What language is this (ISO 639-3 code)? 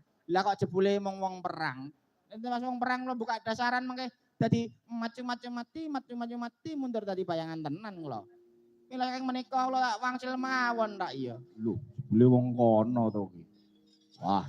jav